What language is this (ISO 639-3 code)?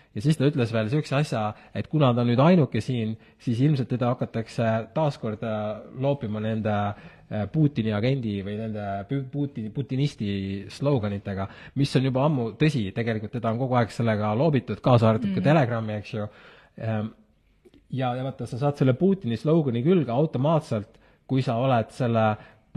est